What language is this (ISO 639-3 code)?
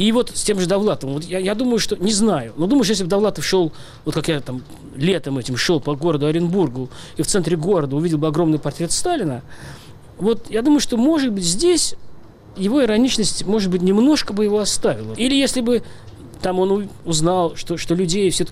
rus